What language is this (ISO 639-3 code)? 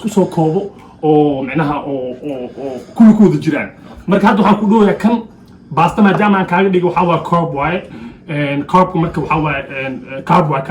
som